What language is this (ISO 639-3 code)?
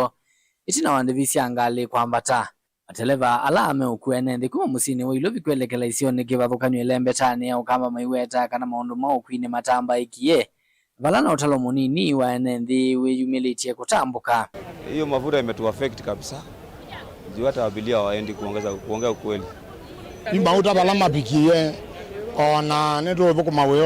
kam